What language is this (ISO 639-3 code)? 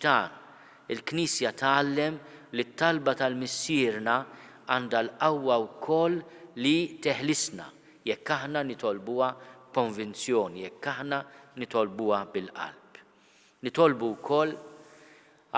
mlt